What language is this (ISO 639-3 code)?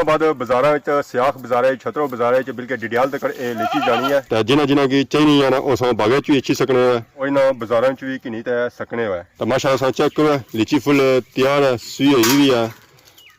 phr